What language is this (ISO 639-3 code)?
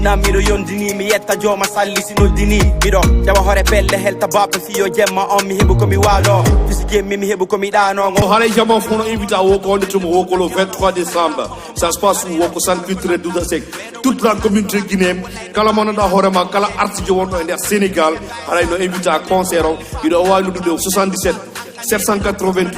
ful